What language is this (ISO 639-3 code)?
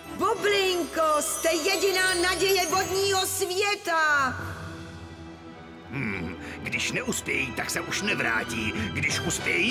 ces